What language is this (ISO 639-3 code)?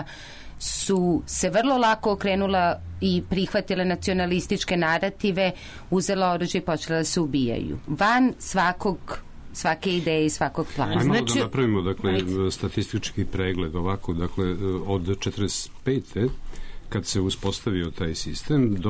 srp